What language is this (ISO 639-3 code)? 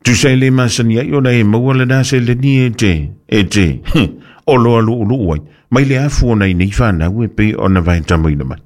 smo